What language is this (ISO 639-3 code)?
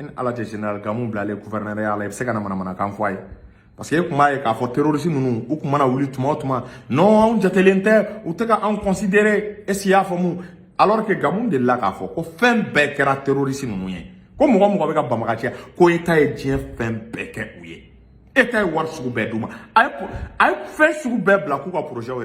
bam